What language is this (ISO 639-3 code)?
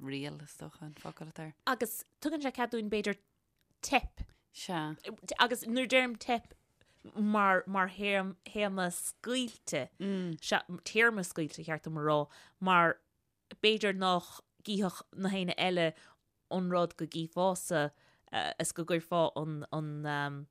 gle